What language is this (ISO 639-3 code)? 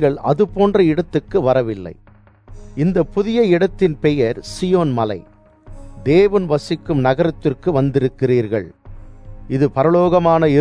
tam